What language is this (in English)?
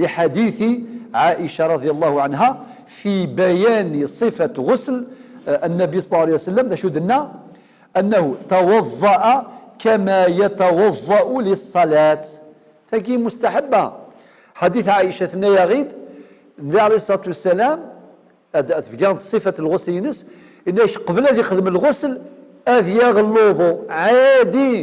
Algerian Arabic